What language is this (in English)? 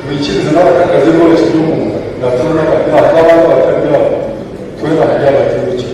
Nyankole